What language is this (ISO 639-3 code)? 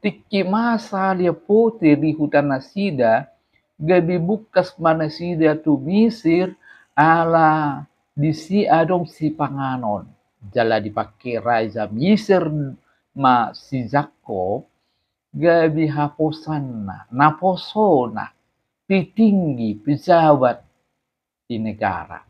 bbc